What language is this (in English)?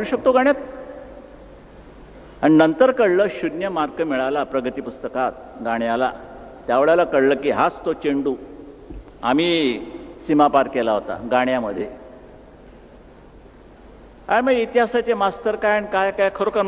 Marathi